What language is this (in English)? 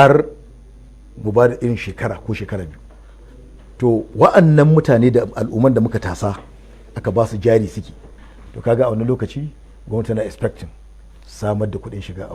Hausa